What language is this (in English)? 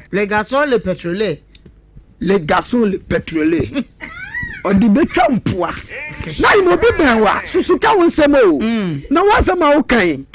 Akan